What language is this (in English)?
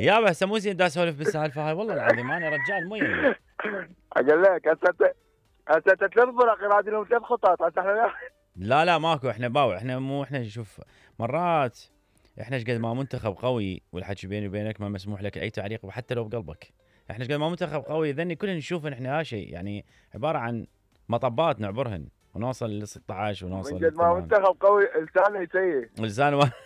Mesopotamian Arabic